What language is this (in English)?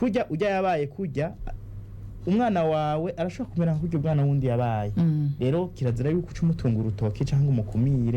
Rundi